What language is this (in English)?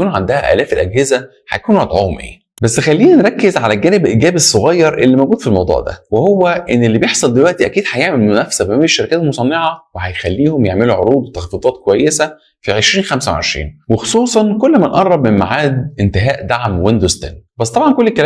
Egyptian Arabic